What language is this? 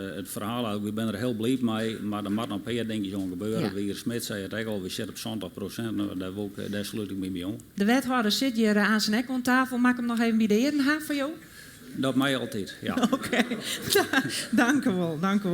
Western Frisian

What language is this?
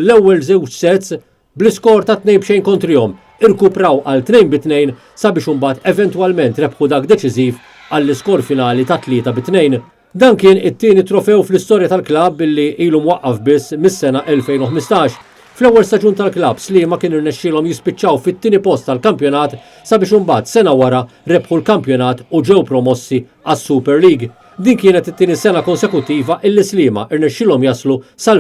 Maltese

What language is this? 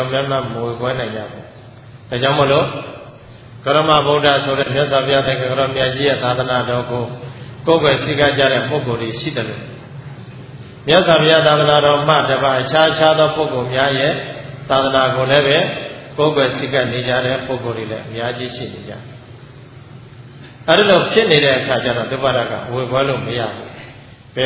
Burmese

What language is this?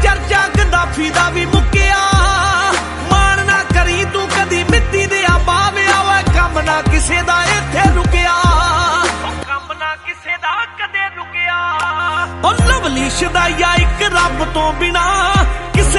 Punjabi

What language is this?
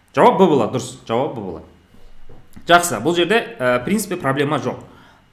Kazakh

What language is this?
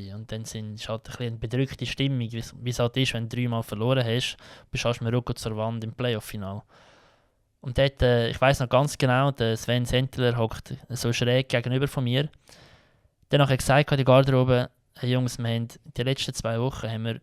Swiss German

